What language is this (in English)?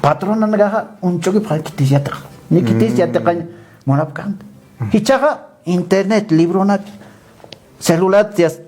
Aymara